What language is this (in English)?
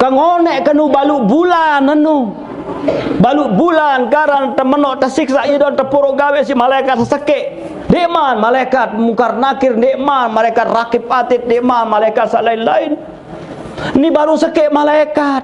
Sasak